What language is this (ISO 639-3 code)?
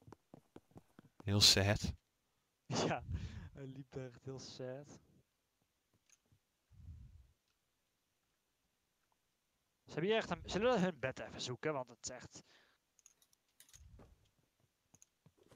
nld